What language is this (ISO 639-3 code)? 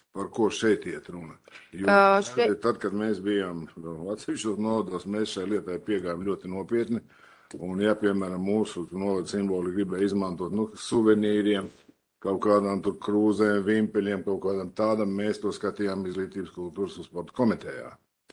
lav